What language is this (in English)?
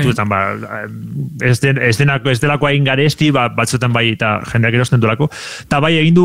Basque